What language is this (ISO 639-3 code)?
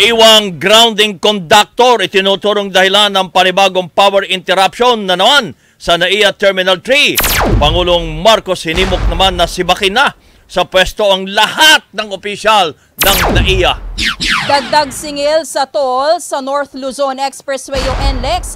fil